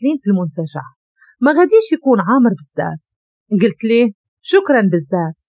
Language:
Moroccan Arabic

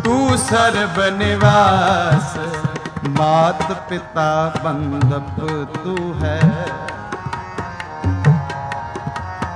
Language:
Punjabi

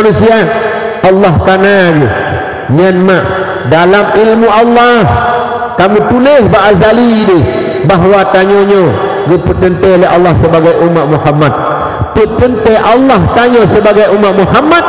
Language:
Achinese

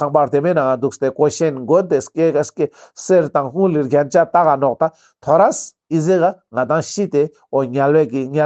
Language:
Ladakhi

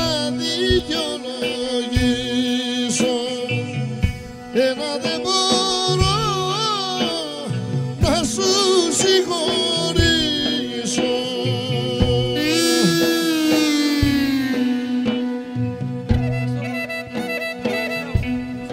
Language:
Greek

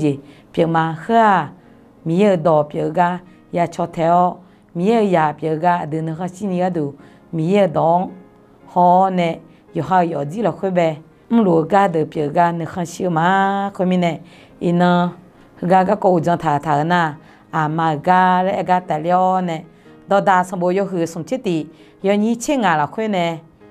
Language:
Akha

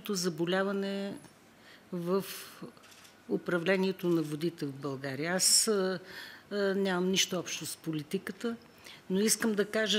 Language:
Bulgarian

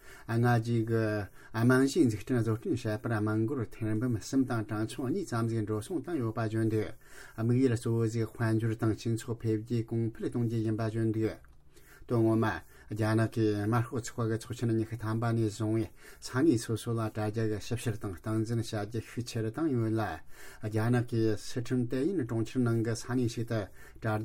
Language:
Tibetan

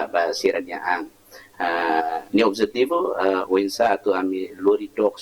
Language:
Tetum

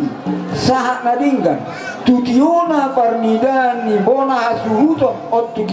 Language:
Batak Toba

